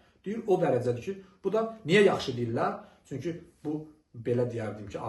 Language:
Azerbaijani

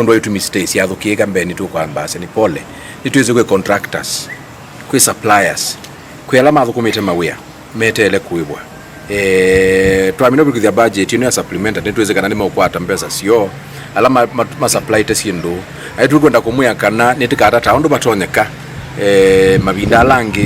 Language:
Kamba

